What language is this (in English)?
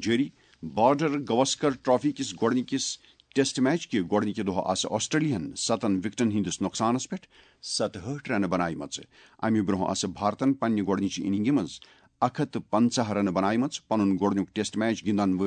Kashmiri